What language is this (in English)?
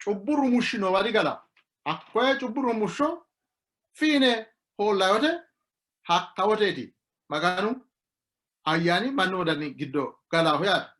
Sidamo